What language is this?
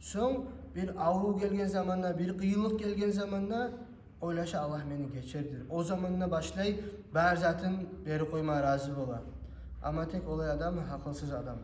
Kumyk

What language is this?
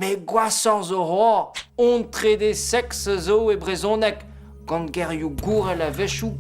Breton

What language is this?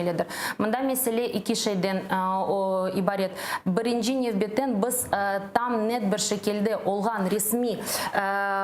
Crimean Tatar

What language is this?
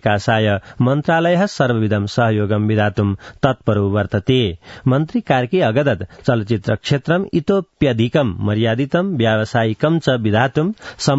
Sanskrit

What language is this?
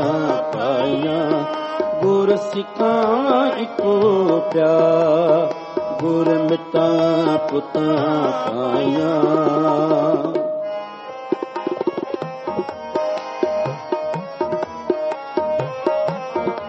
Punjabi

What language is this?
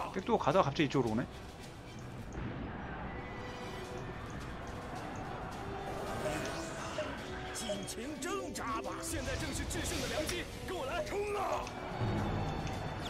Korean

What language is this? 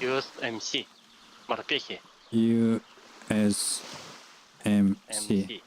Yakut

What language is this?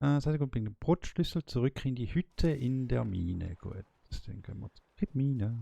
Swiss German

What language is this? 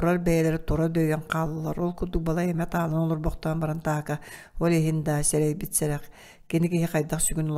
Yakut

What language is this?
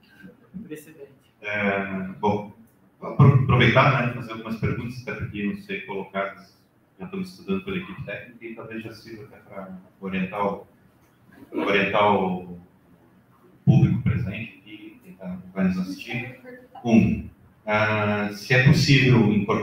Portuguese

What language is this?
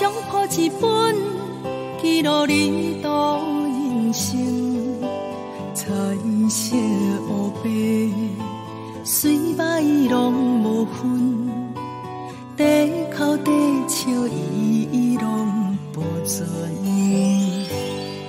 Min Nan Chinese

